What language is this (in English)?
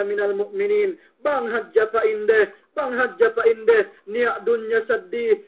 Yakan